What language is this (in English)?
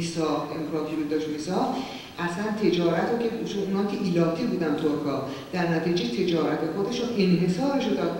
Persian